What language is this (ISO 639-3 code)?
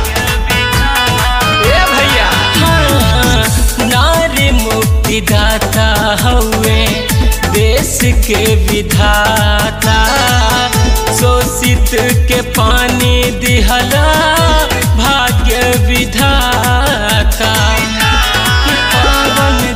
bho